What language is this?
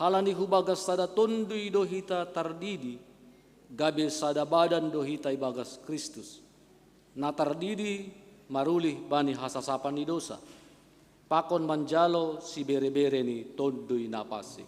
Batak Simalungun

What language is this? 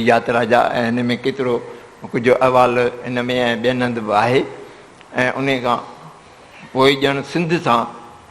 Sindhi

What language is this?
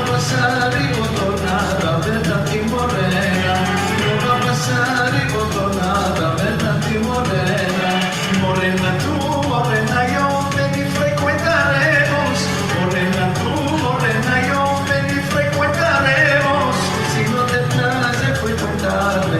Ladino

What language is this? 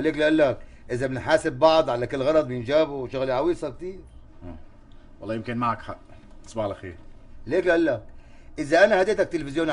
North Levantine Arabic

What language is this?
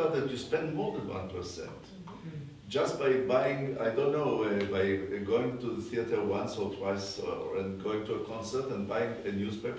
English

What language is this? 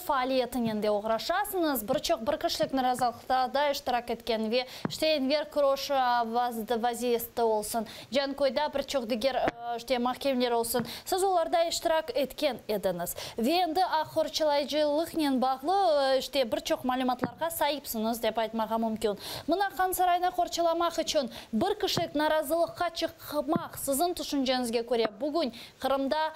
Crimean Tatar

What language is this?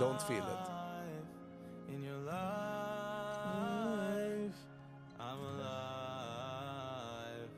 Yiddish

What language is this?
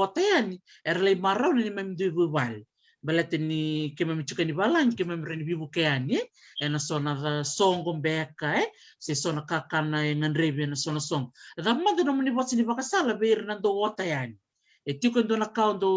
Fijian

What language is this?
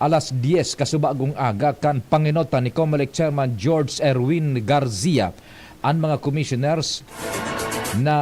Bikol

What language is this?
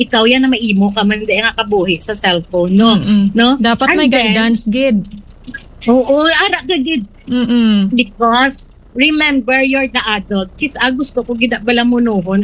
Hiligaynon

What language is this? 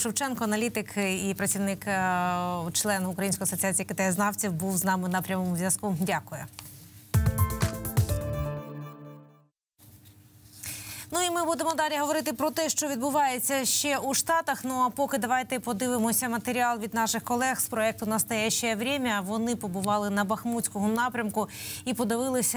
Ukrainian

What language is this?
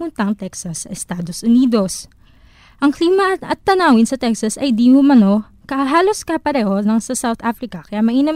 Filipino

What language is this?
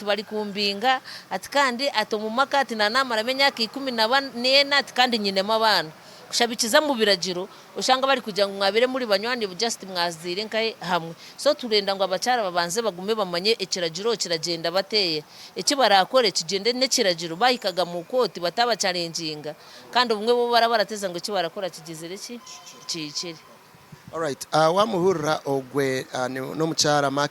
Nyankole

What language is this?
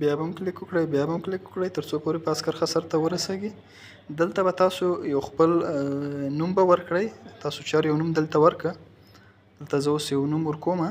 Pashto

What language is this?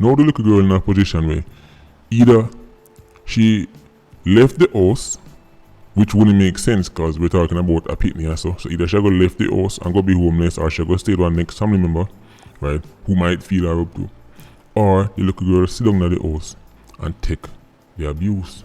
Jamaican Creole English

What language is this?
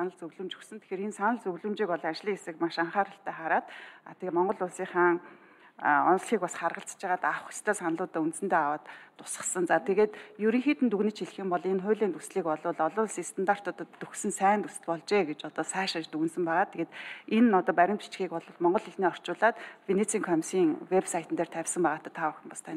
Mongolian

